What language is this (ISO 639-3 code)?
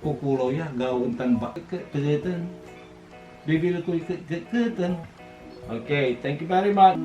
pag